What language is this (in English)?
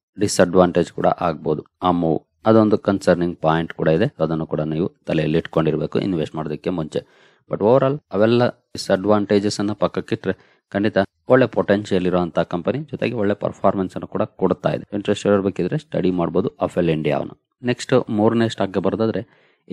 Kannada